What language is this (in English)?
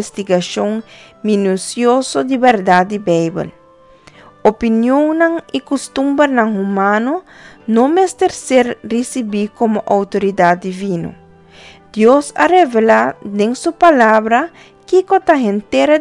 Papiamento